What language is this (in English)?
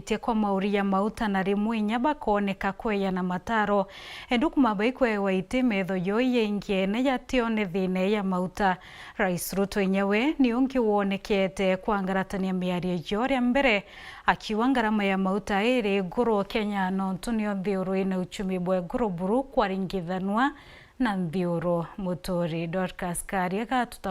Meru